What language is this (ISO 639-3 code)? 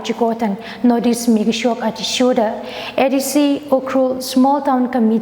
nmf